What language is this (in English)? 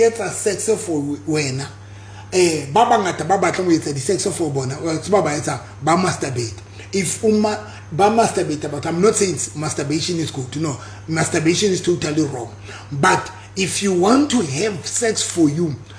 Southern Sotho